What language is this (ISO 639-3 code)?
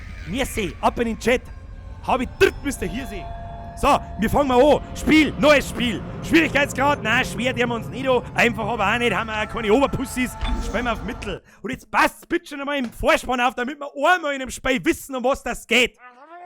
bar